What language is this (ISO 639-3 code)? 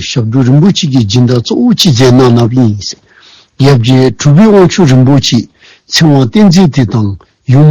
dzo